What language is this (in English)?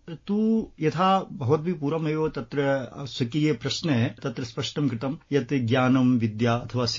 Sanskrit